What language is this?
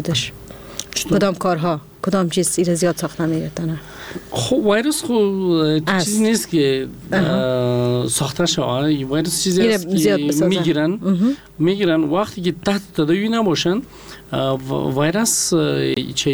Persian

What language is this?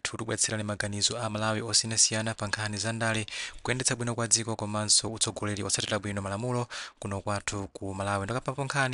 Nyanja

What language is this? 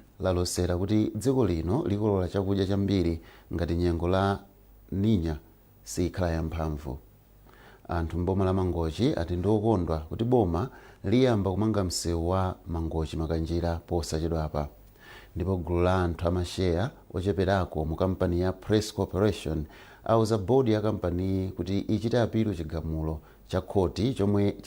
Nyanja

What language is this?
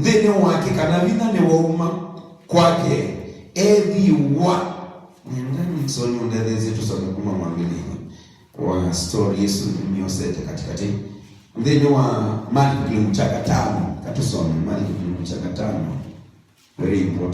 Kamba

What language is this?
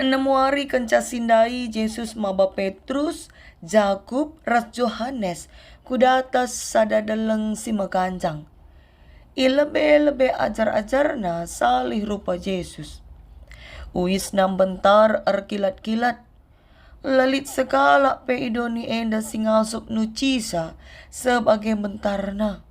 Batak Karo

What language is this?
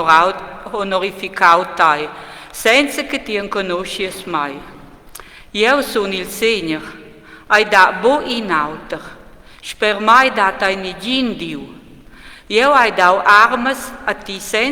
Romansh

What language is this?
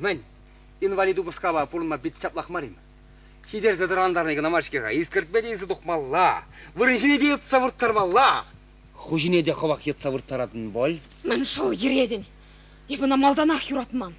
Chuvash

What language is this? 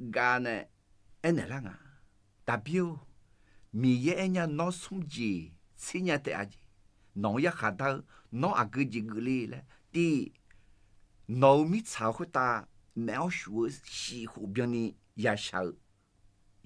Akha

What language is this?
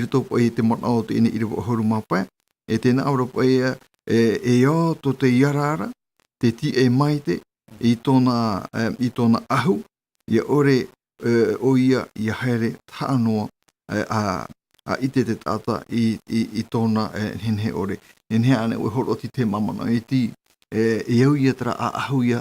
Tahitian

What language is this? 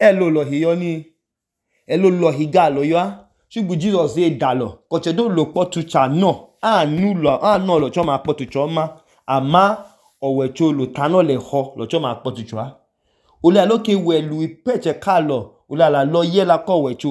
Idoma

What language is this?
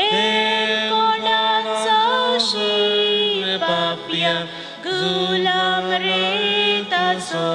Konkani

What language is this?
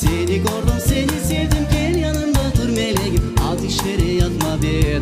Crimean Tatar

